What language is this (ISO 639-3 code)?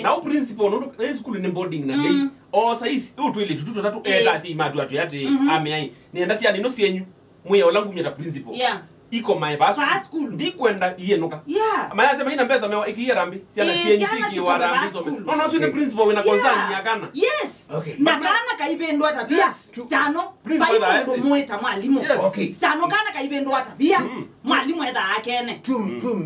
kam